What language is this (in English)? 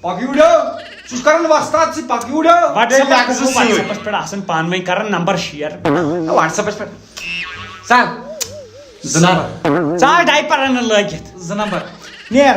Kashmiri